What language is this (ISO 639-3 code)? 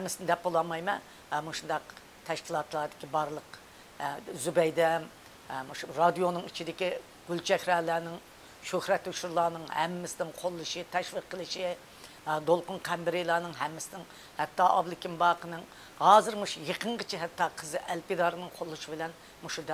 uig